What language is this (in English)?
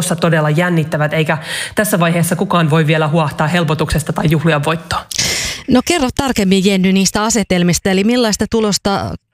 Finnish